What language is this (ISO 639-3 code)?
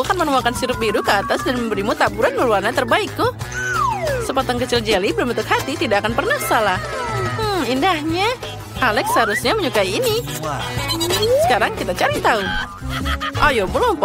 ind